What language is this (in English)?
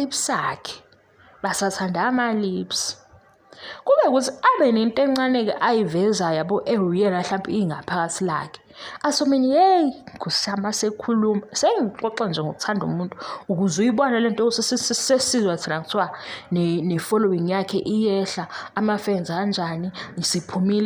Zulu